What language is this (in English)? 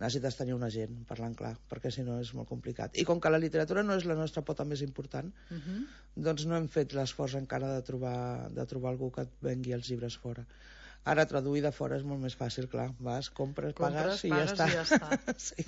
Catalan